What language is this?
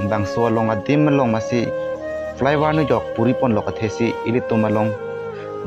Karbi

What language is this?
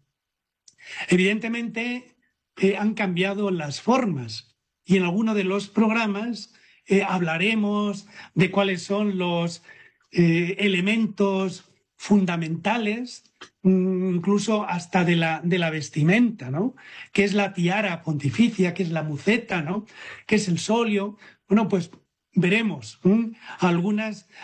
Spanish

